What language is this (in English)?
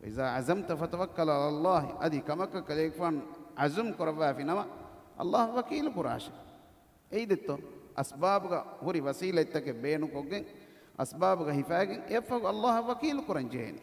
Divehi